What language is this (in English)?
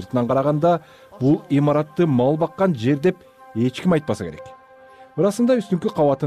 Kyrgyz